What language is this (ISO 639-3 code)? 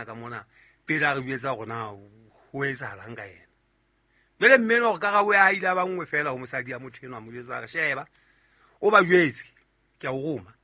sot